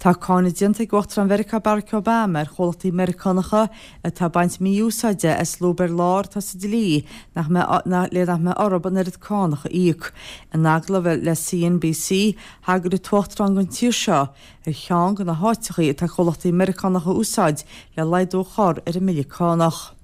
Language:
Irish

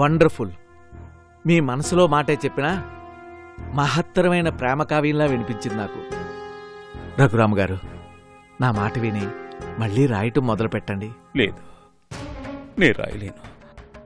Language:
Telugu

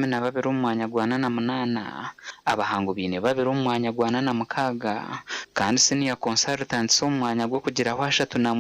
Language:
Nyankole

